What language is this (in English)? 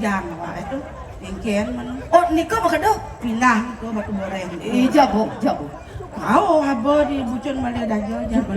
Balinese